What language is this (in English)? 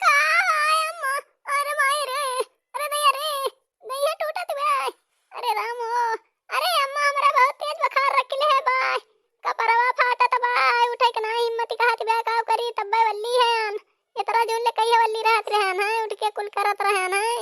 Awadhi